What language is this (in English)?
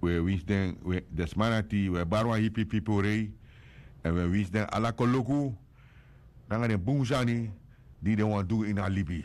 Sranan Tongo